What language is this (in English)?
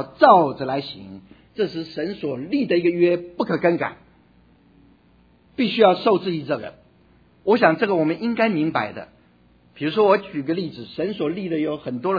Chinese